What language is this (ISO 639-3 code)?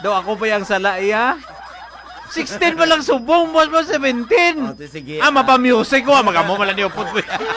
hil